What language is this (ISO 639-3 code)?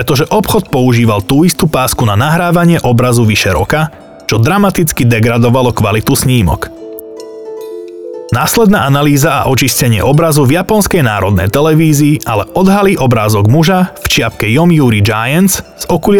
slk